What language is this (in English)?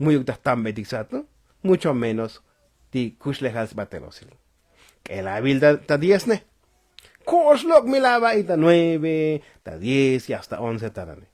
Tzotzil